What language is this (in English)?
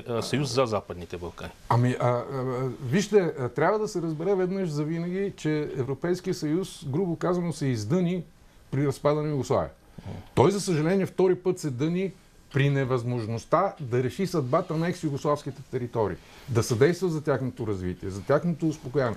Bulgarian